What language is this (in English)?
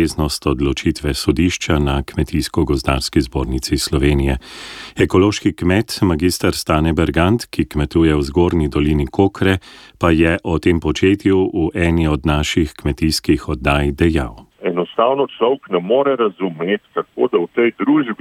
Slovenian